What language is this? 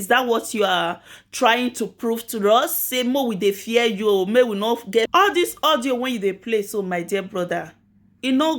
Nigerian Pidgin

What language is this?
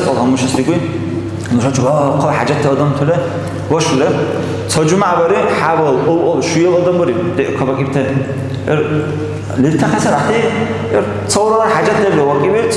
Dargwa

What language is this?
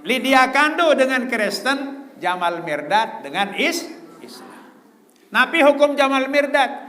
Sasak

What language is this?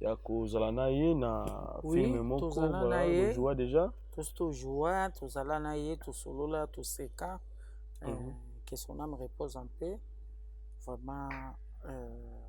Lingala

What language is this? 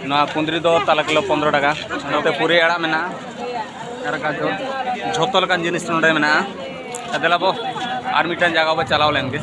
Santali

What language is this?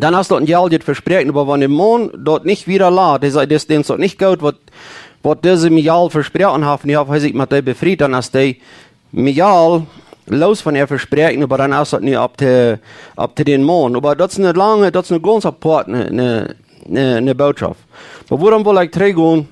Plautdietsch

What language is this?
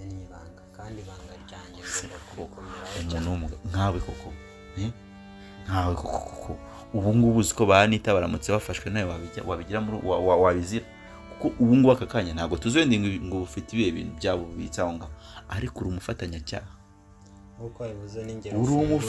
Kinyarwanda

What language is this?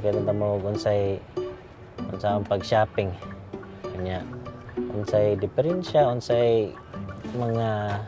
Cebuano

